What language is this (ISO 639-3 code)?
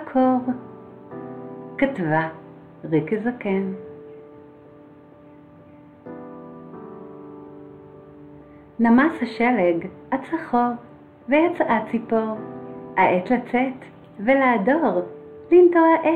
heb